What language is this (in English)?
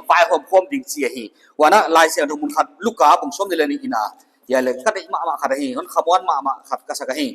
Paite Chin